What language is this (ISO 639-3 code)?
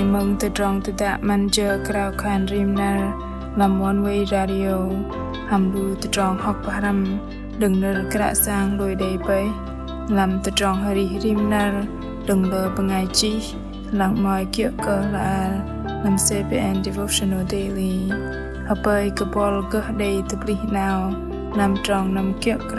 bdq